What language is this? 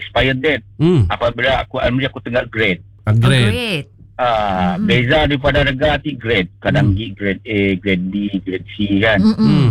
Malay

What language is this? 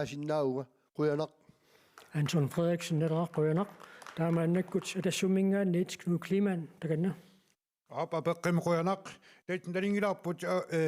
Kalaallisut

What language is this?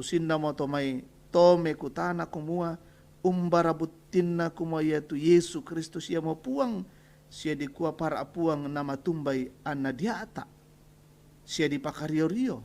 Toraja-Sa'dan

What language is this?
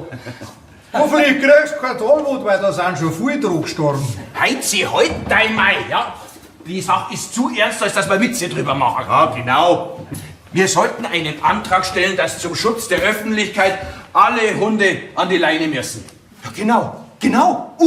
Bavarian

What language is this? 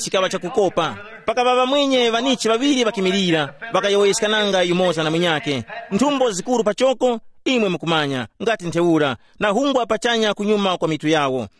Tumbuka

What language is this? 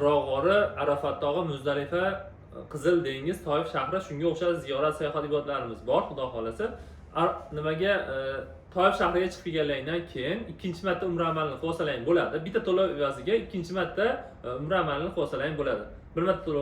Uzbek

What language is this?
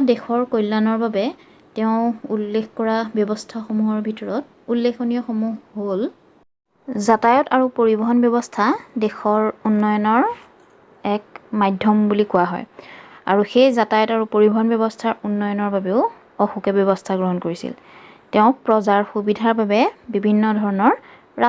Assamese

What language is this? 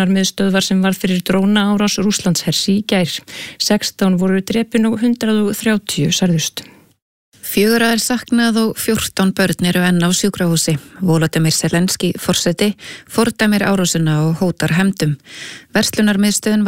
Icelandic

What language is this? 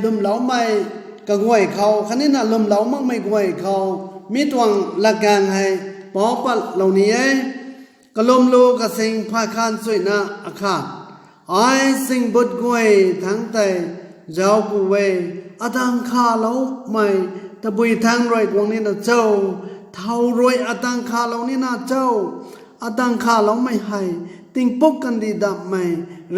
Rongmei Naga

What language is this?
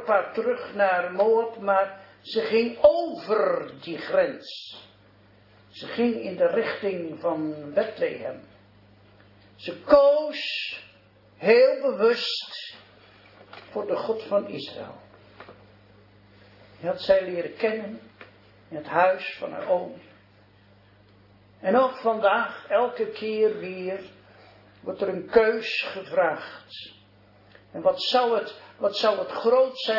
Dutch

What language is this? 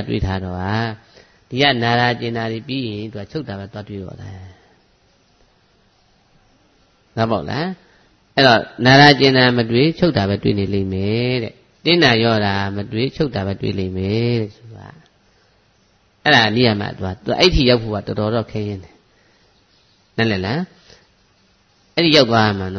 Burmese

